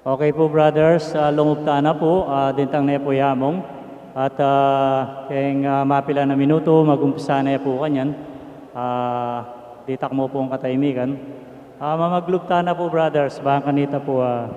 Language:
Pampanga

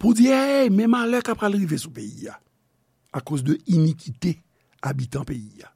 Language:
Haitian Creole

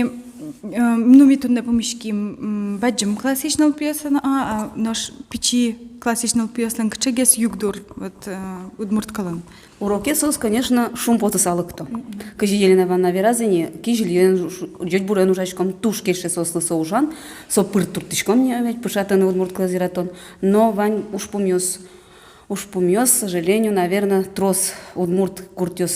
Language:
Udmurt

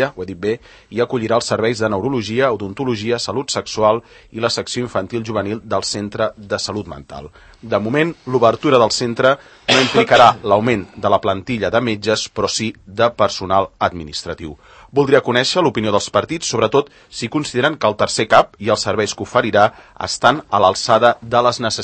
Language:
Catalan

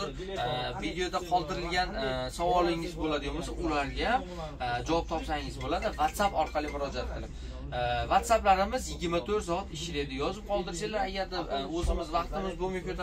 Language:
Uzbek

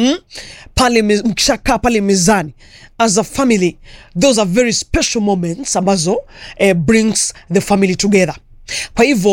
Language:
Swahili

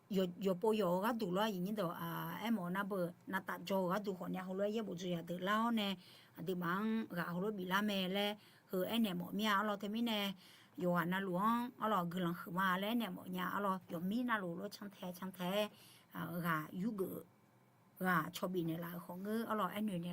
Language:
Akha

